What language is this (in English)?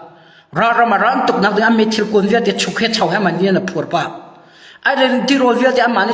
Hakha Chin